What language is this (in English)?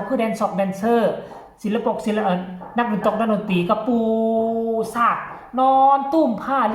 Northeastern Thai